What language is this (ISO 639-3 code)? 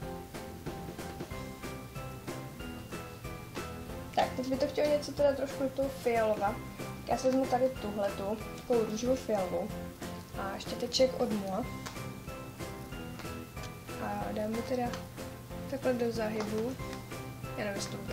ces